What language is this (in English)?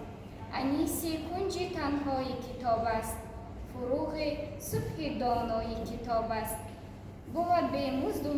Tajik